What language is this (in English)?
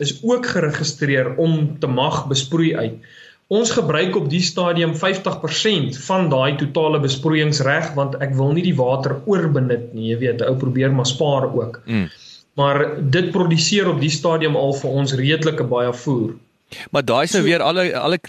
Afrikaans